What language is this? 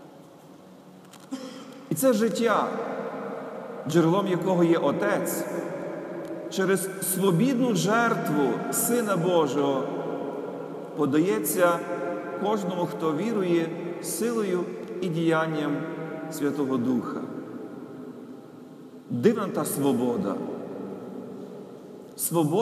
Ukrainian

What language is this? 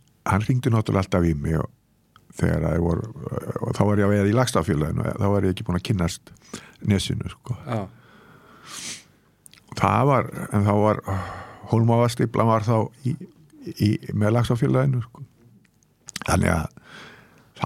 Icelandic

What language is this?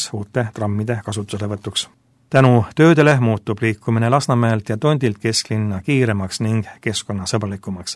Estonian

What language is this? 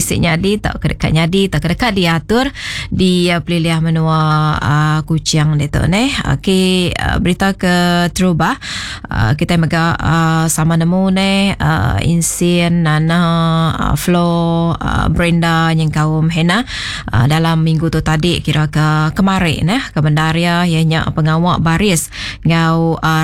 Iban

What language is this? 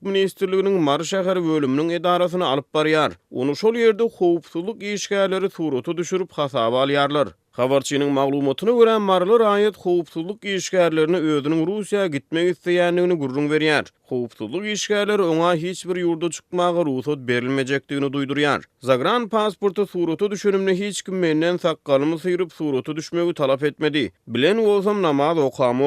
Turkmen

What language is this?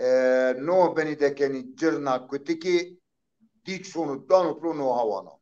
Zaza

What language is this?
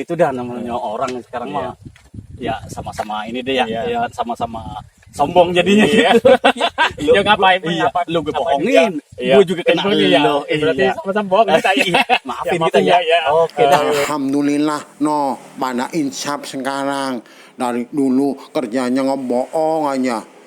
Betawi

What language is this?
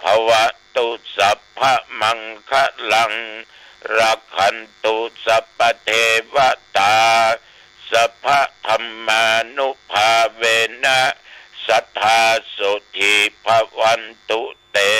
Pali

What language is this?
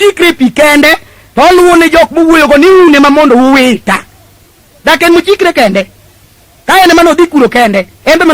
Luo (Kenya and Tanzania)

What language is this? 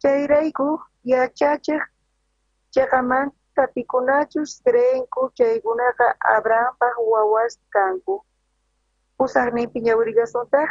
South Bolivian Quechua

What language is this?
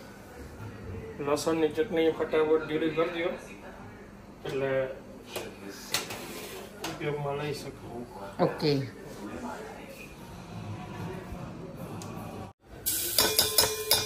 Gujarati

